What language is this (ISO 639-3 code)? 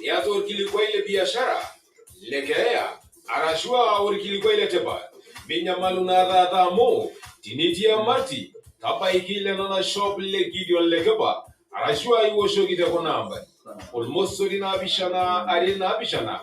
mas